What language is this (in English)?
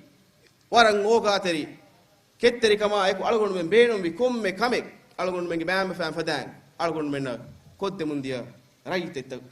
Divehi